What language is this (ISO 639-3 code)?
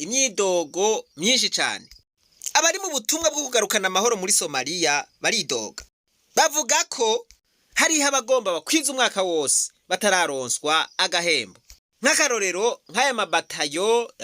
run